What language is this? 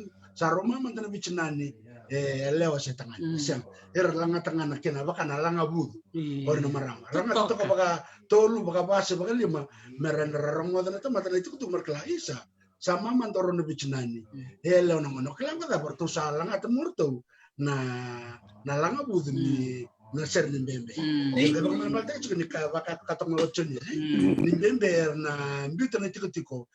Fijian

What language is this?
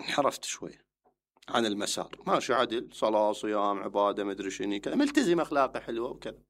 Mesopotamian Arabic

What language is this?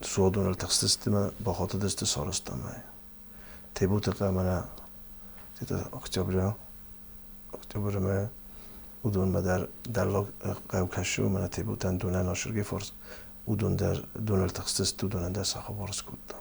Ossetic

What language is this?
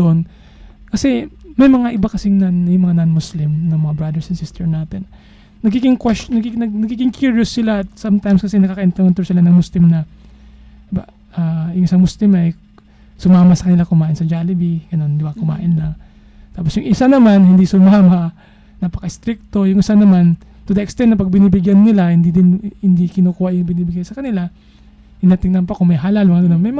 Filipino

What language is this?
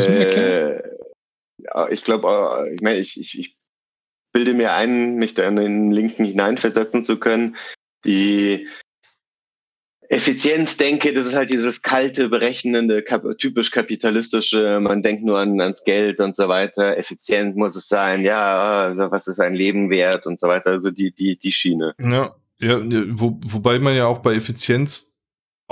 German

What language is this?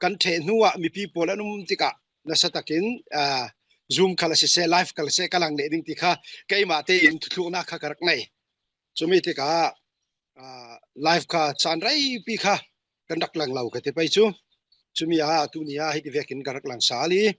Falam Chin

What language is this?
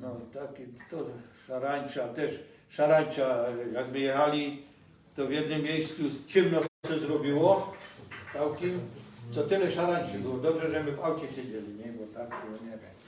Silesian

